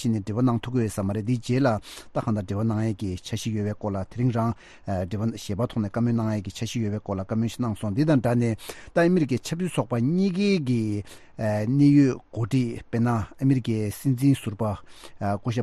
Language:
Tibetan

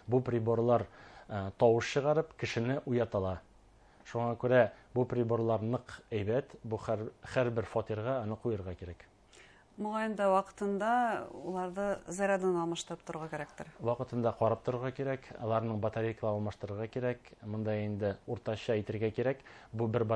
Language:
Bashkir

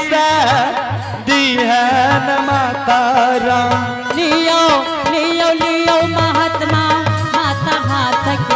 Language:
Angika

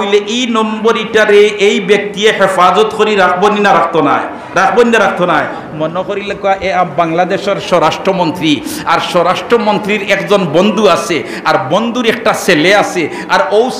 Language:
Sylheti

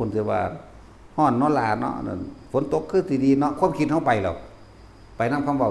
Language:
Northeastern Thai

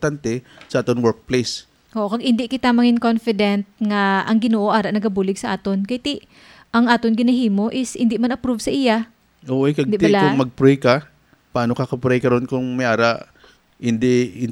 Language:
Hiligaynon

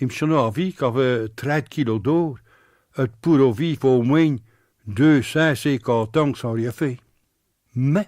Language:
Picard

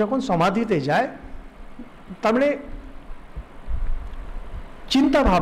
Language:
Bangla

